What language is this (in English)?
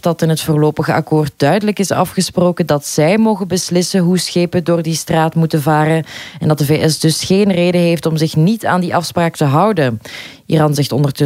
Dutch